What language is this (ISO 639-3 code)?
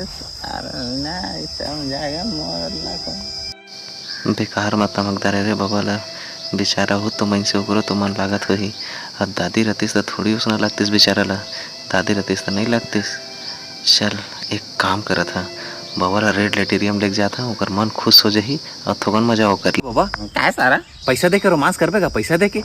hne